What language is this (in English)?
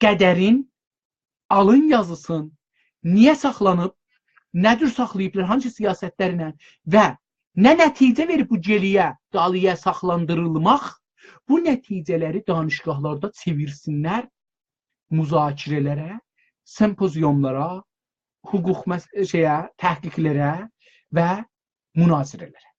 South Azerbaijani